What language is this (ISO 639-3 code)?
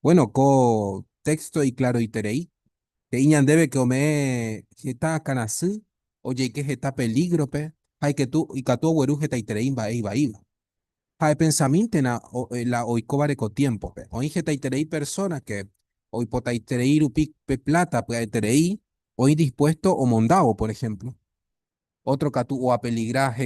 grn